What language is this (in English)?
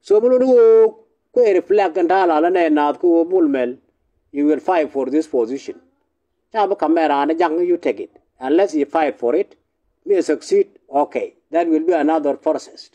Nuer